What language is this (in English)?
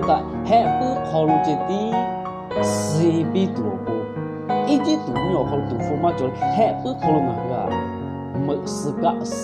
Lahu